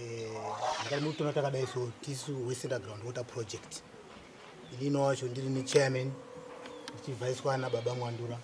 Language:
Shona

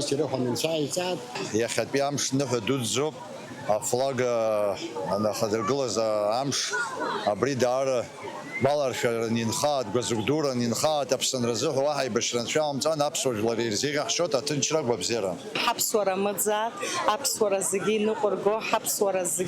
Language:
Abkhazian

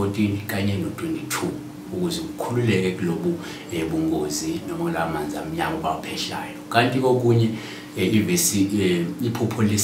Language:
Zulu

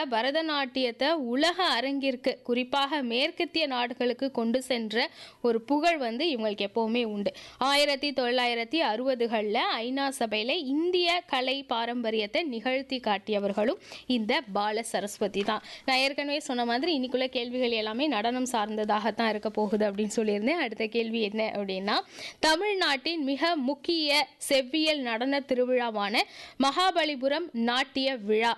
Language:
Tamil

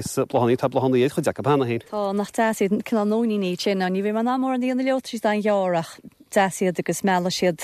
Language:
Irish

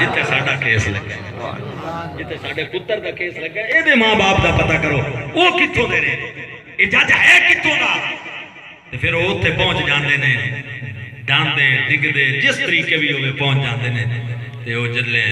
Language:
Saraiki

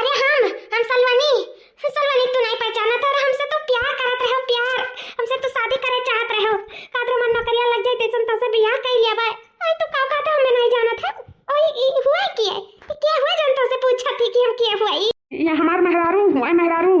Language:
Awadhi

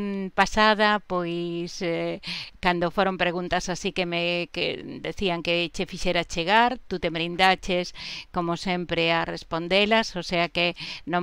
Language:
Galician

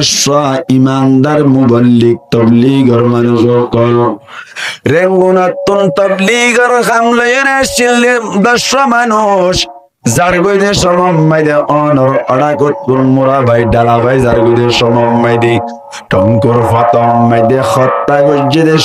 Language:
Rohingya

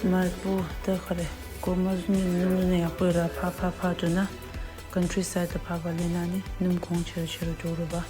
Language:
Tibetan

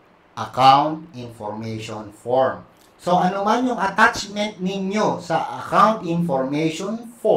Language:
Filipino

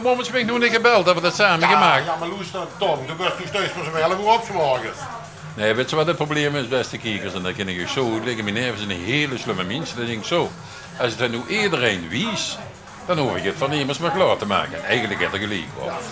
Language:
Limburgish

